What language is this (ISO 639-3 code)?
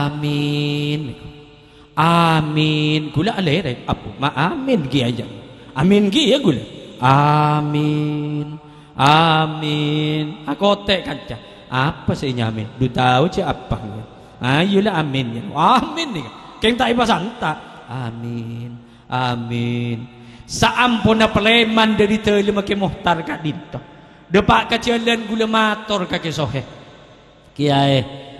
mad